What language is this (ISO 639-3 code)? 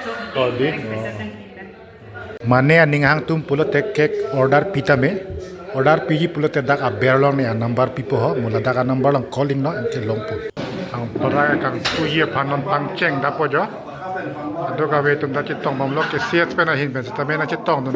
mjw